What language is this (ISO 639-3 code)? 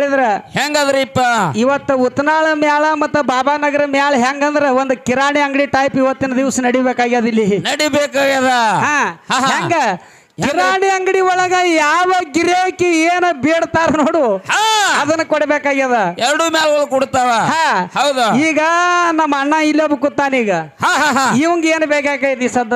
kan